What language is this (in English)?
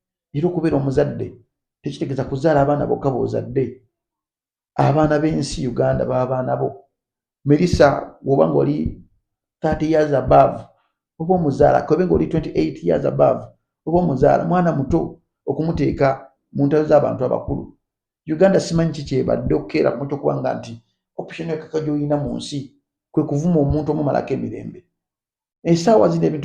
Ganda